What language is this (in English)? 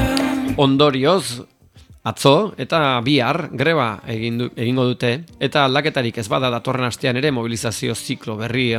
Basque